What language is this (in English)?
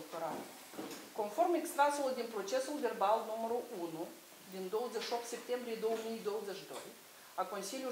Romanian